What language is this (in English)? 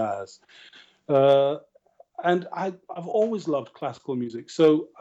English